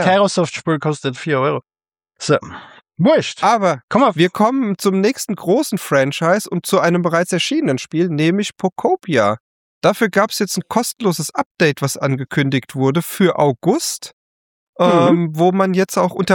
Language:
German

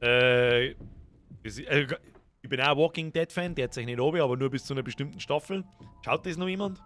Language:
Bavarian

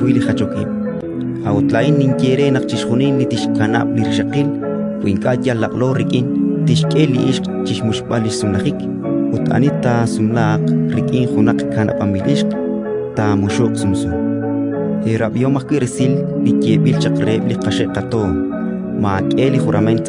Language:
Kekchí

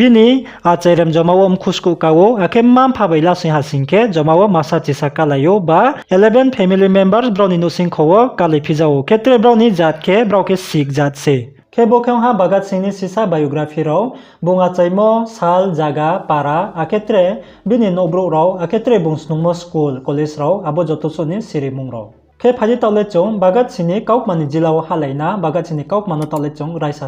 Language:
Riang (India)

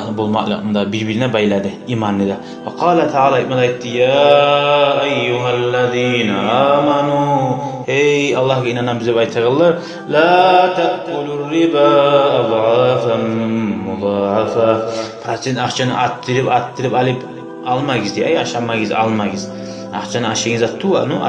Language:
Kumyk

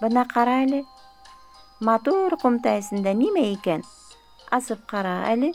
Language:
Bashkir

